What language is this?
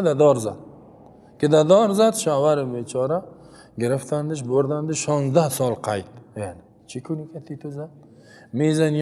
Persian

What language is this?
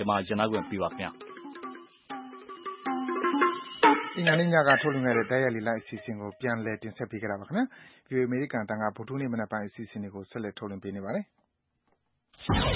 Burmese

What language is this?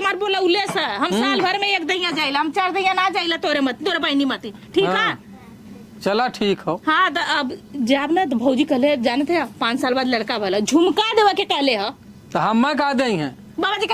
Awadhi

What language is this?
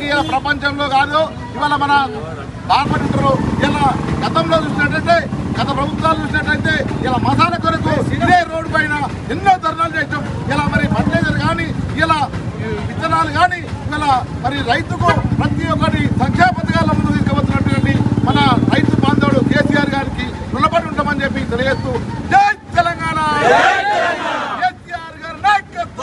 Telugu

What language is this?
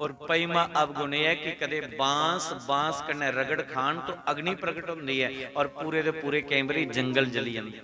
Dogri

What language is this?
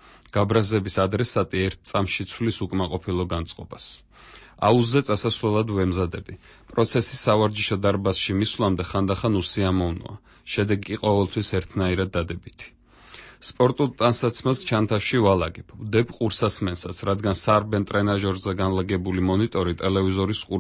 Georgian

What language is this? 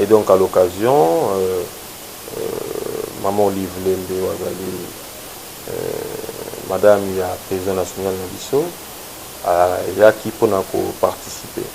Lingala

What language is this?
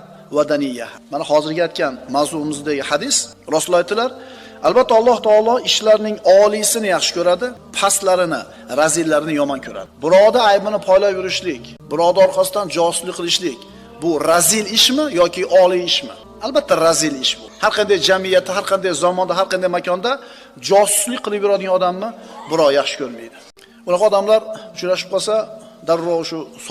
Uzbek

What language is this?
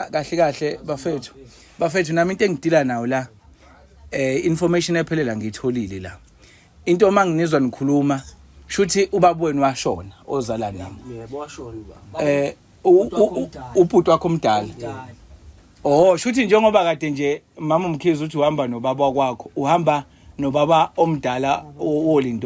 Zulu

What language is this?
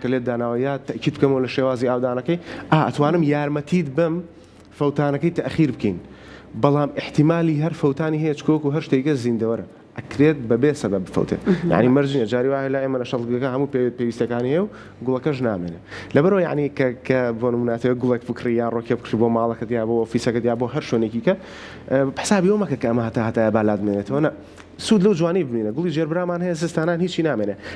Central Kurdish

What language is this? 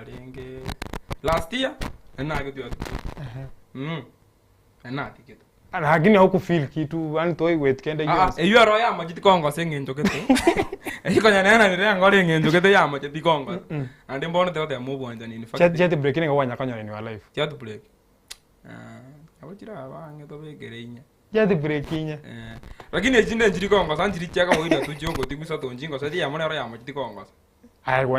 Gusii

